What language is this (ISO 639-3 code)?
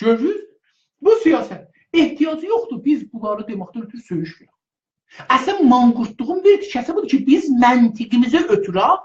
azb